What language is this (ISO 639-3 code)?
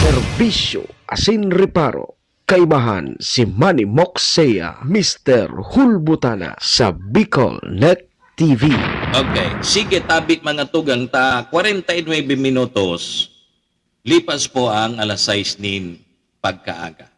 bik